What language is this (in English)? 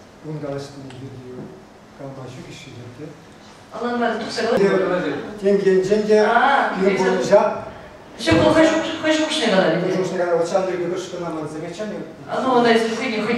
Chuvash